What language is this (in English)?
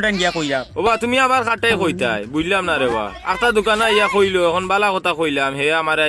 Sylheti